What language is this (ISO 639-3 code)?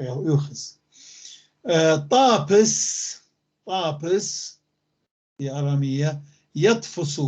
apc